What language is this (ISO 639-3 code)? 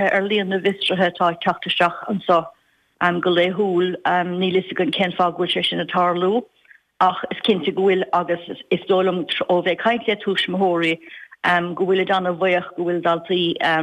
gle